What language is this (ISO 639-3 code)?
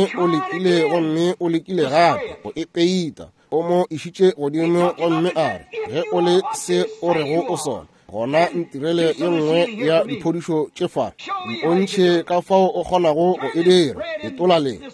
nso